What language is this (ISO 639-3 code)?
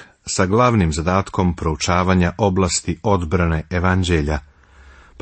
srp